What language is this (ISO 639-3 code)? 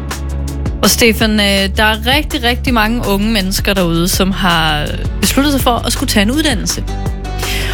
dan